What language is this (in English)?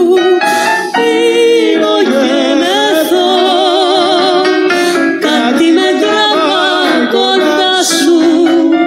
Greek